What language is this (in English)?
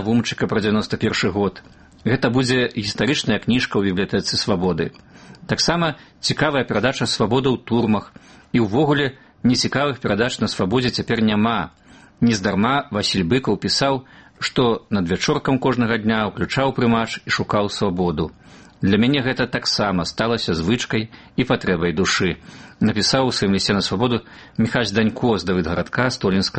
Belarusian